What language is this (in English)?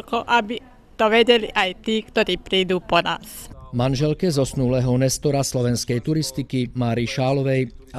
Slovak